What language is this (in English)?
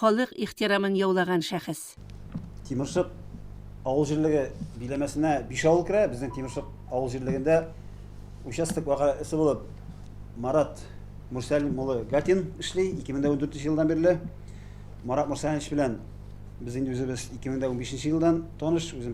Tatar